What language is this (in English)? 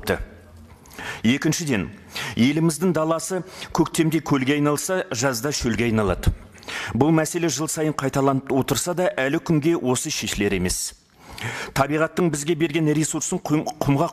Kazakh